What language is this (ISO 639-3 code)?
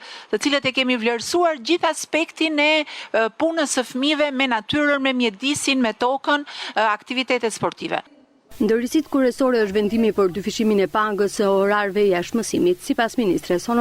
sqi